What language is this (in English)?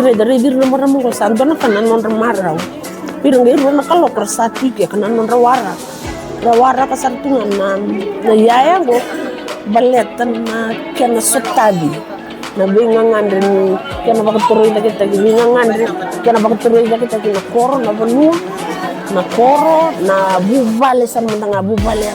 Fijian